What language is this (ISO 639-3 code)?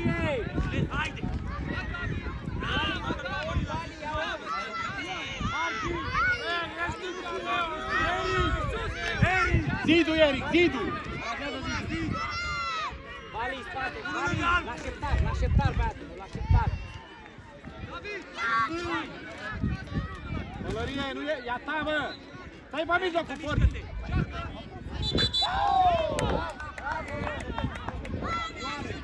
ron